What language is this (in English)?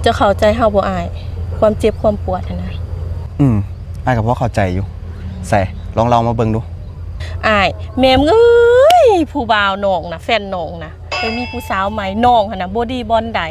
Northeastern Thai